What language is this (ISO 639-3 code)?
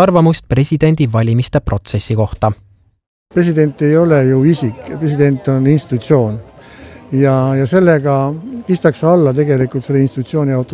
est